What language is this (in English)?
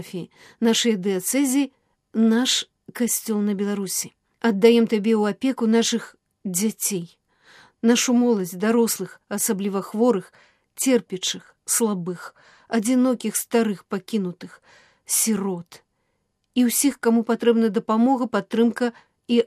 Belarusian